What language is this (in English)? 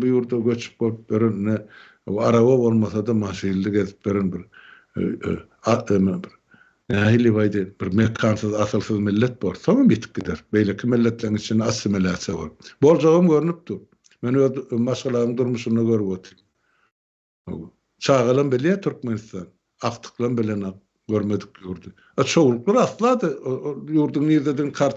Turkmen